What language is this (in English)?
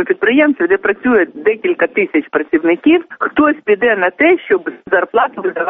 Ukrainian